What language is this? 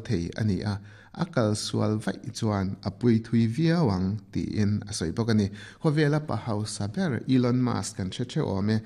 Mizo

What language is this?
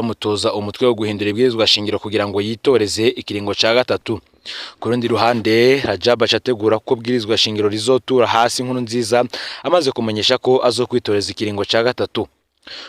Rundi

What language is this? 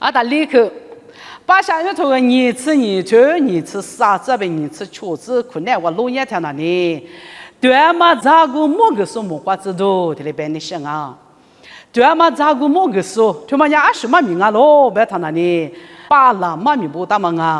Lisu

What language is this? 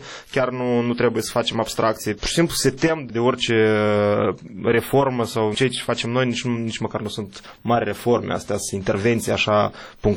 Romanian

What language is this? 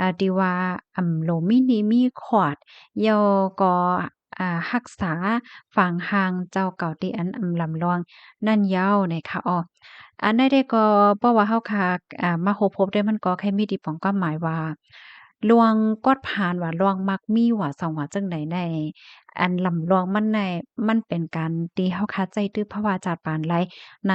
Shan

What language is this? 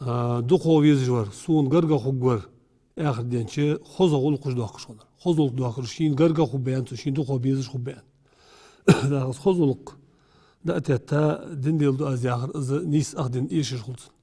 Ingush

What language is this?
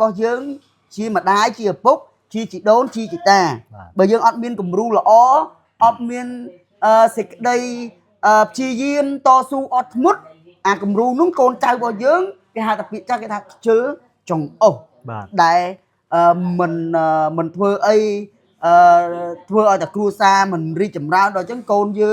Khmer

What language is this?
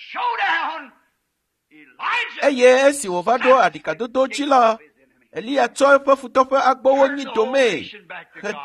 Ewe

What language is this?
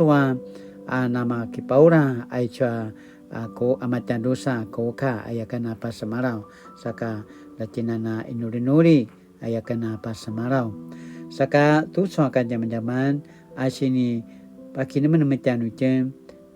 Paiwan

